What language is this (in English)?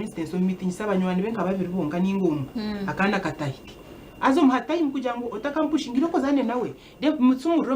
Nyankole